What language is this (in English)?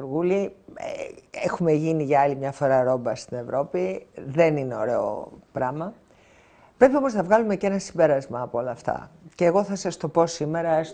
Greek